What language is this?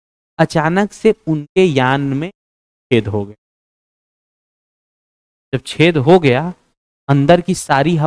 Hindi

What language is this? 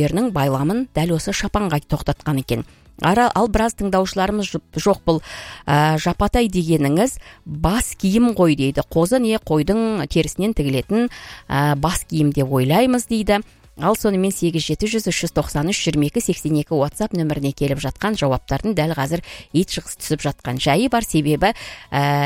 Kazakh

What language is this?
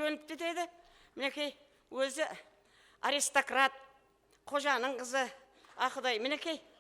Kara-Kalpak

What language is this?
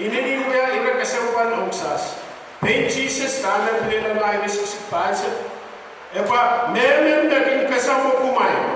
Pohnpeian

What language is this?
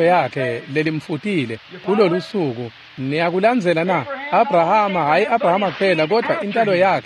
Swati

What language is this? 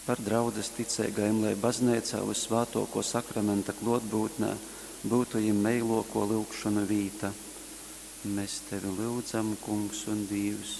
Latgalian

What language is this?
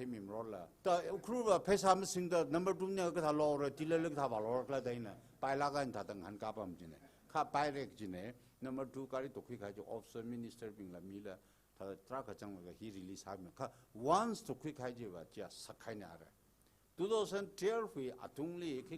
Tangkhul Naga (India)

